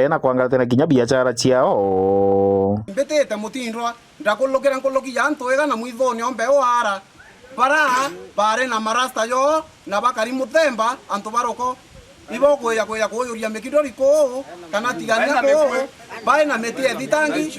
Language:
Meru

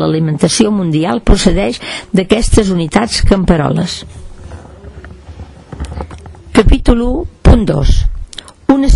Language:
Catalan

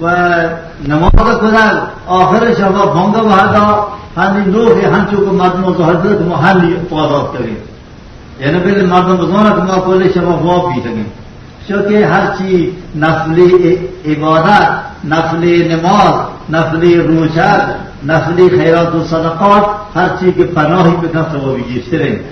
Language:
Baluchi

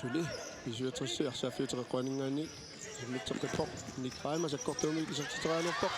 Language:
Kalaallisut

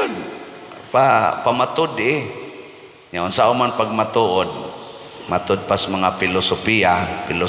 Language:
Cebuano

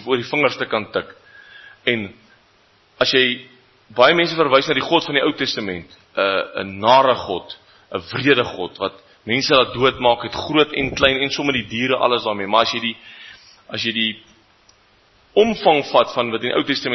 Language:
Afrikaans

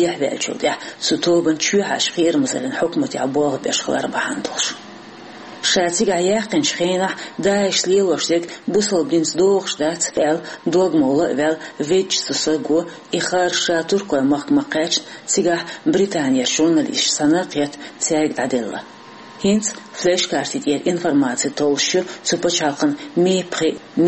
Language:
Chechen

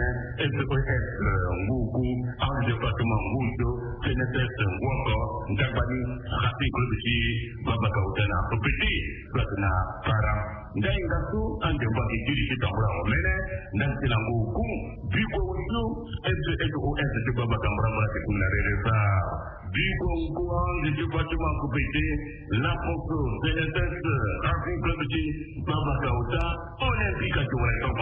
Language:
Sango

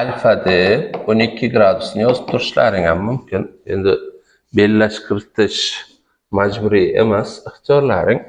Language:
Uzbek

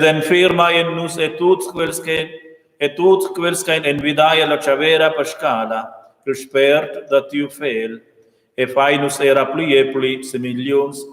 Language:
Romansh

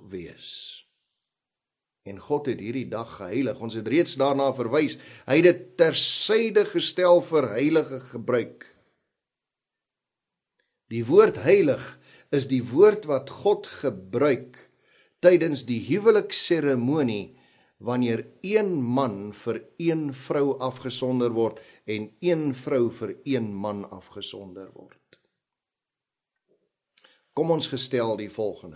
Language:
Afrikaans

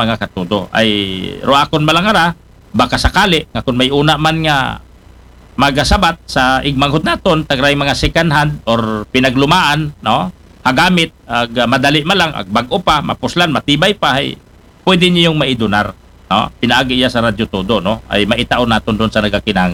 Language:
Aklanon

